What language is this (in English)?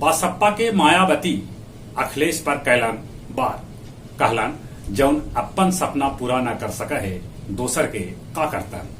Magahi